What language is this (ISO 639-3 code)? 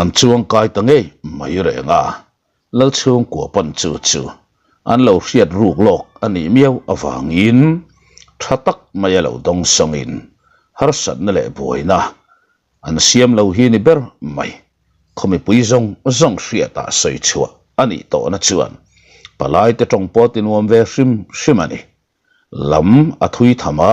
lus